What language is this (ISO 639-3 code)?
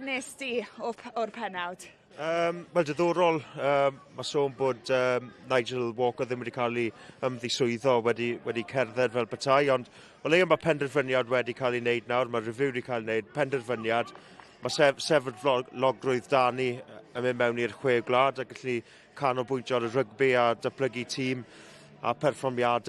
cym